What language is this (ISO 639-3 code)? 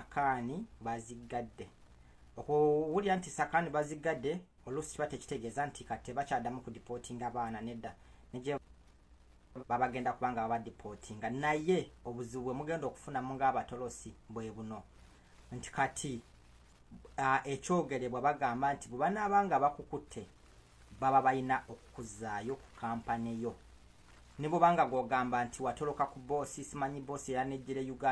lug